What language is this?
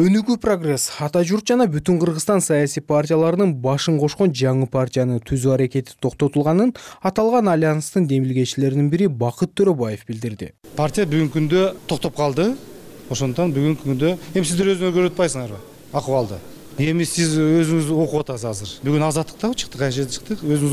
Kyrgyz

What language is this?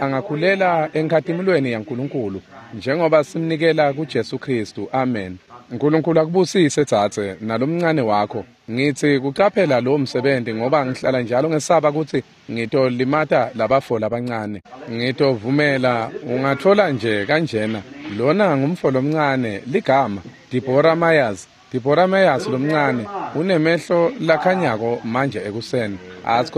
Swati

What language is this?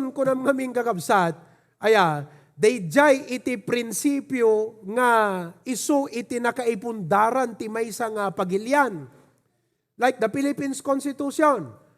Iloko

